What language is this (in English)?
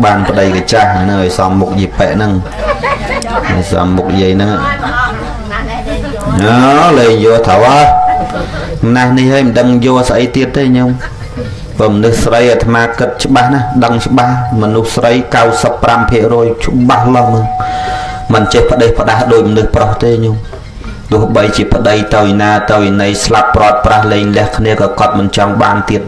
Khmer